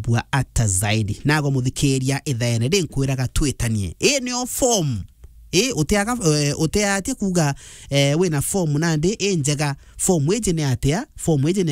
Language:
Meru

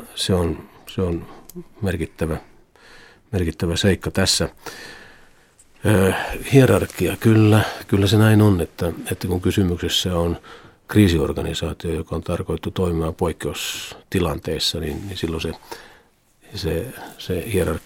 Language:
Finnish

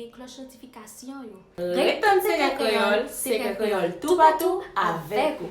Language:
Haitian Creole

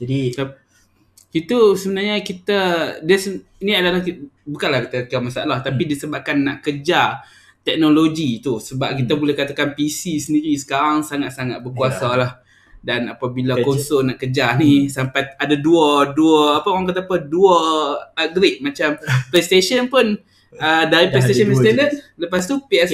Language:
Malay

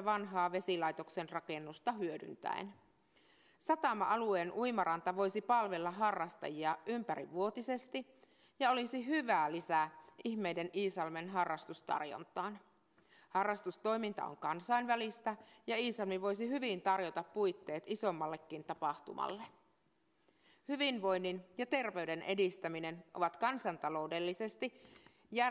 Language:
Finnish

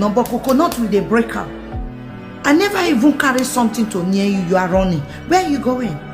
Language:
Nigerian Pidgin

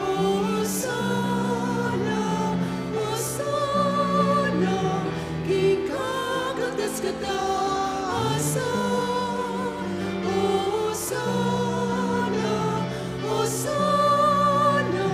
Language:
Pampanga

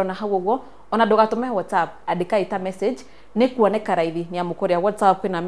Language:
Kikuyu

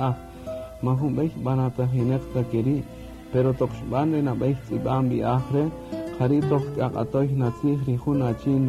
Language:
Kaqchikel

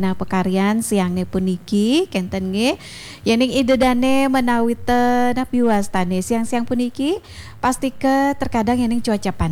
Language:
Balinese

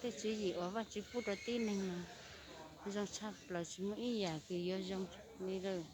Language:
Hmong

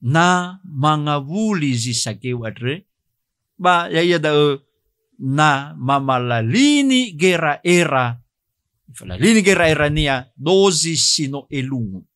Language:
Nias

